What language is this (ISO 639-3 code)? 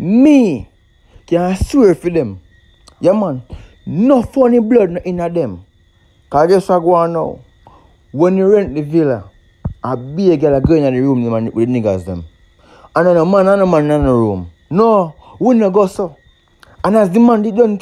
jam